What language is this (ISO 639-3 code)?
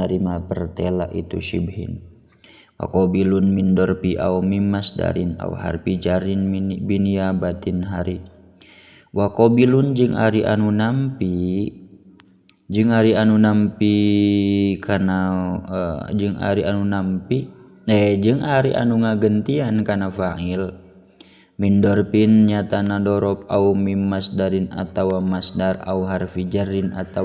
sun